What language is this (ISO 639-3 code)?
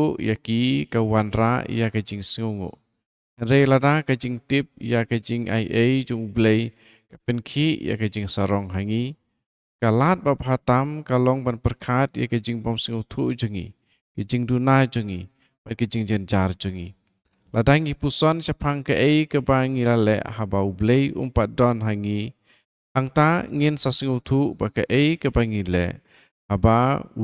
kha